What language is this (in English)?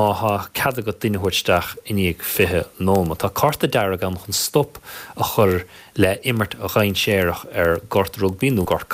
Irish